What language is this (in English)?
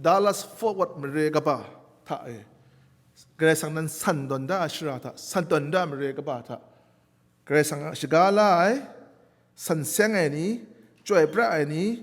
Kachin